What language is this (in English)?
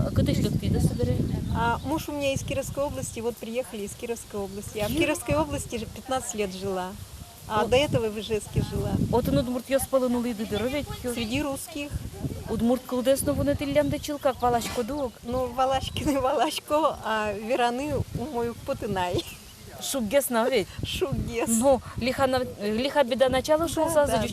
Udmurt